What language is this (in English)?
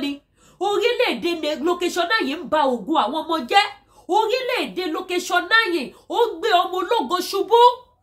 Yoruba